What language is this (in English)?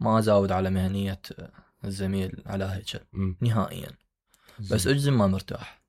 Mesopotamian Arabic